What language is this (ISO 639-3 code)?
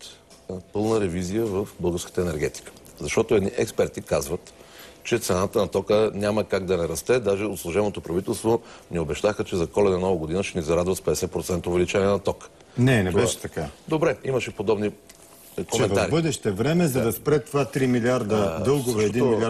bul